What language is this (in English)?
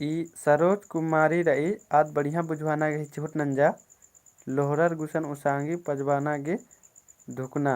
Kurukh